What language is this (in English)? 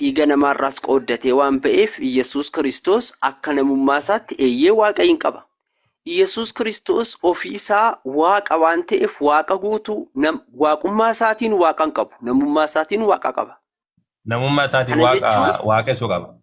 Oromo